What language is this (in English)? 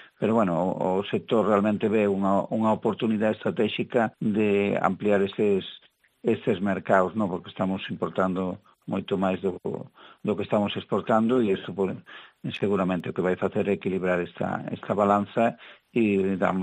Galician